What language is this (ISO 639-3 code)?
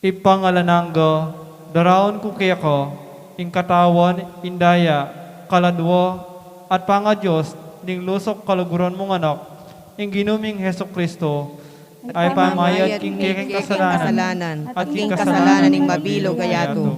pam